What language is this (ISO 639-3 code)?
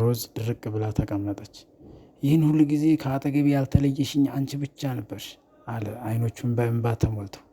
amh